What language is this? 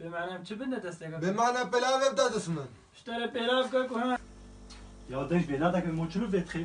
Kurdish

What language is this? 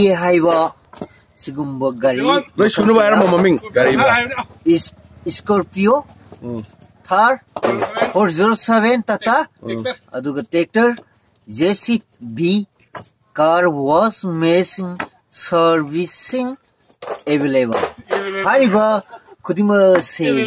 Manipuri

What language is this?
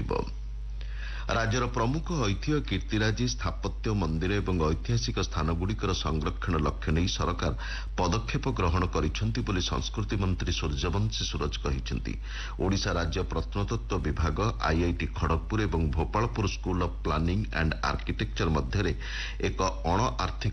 Odia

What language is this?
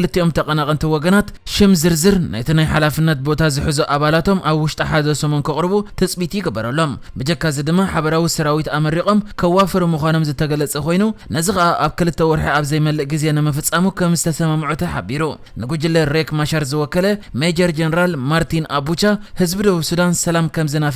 Tigrinya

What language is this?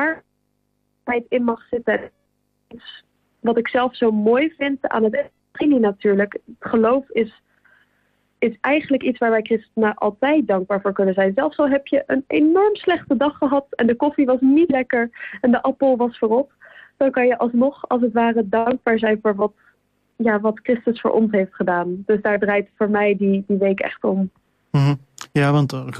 Dutch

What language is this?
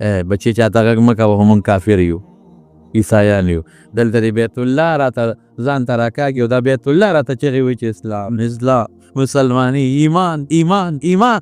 Pashto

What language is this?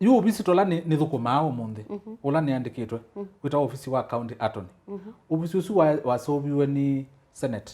Kamba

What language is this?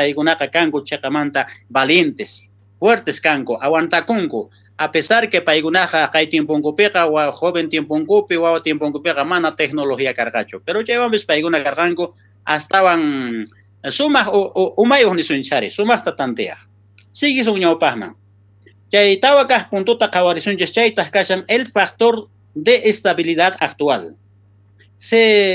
South Bolivian Quechua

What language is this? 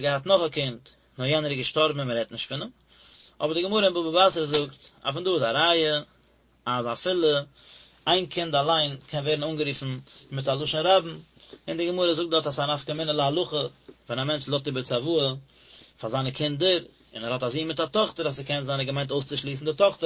Yiddish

